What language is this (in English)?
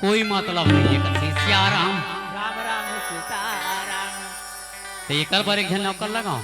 Chhattisgarhi